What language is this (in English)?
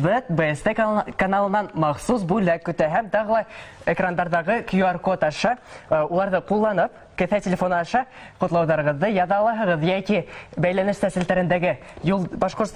Bashkir